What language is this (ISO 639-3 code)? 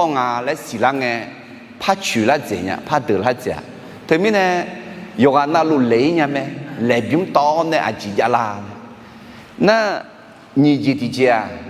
ahk